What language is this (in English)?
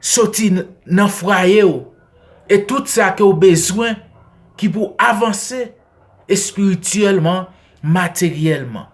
Haitian Creole